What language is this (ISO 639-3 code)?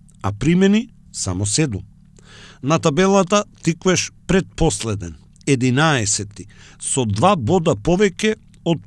mkd